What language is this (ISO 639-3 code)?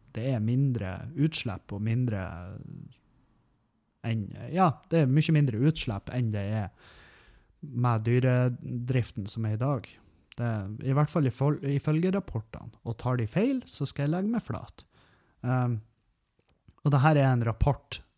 nor